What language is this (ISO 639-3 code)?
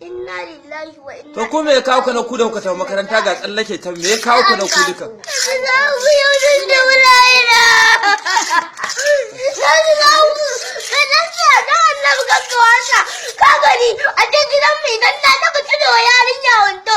hau